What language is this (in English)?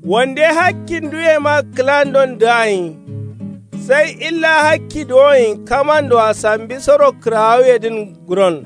Kanuri